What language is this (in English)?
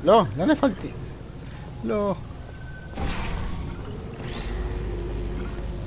Hebrew